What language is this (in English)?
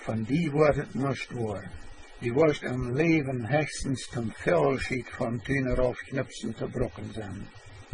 Plautdietsch